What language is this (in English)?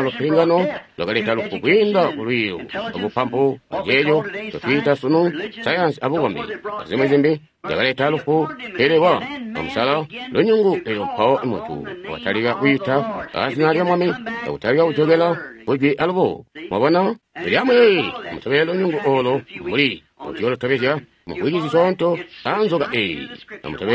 Tonga (Zambia)